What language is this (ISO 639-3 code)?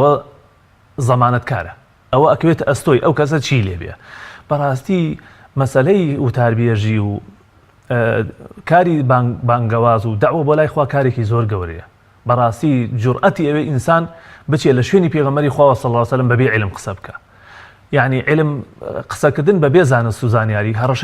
ckb